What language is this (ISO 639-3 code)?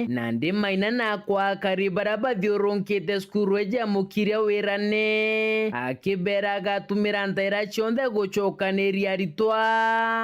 mer